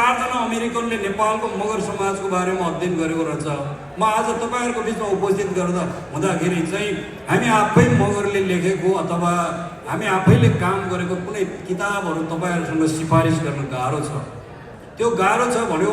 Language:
Nepali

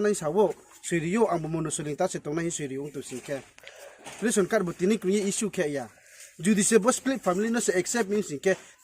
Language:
Riang (India)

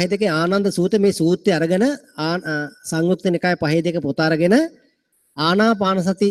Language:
Sinhala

